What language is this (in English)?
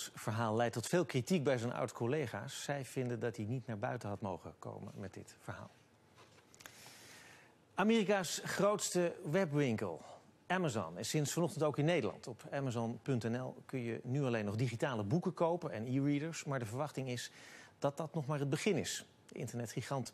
Dutch